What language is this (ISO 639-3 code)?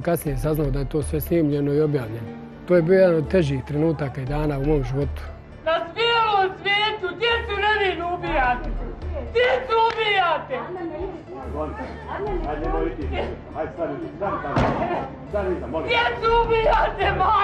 bos